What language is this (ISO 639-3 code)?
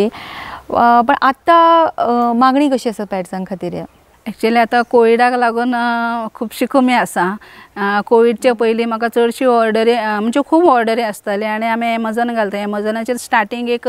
kok